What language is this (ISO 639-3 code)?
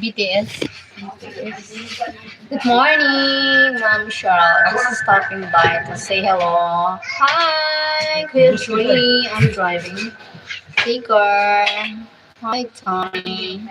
bik